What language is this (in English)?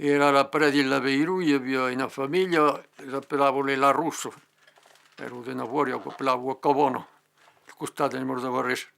Occitan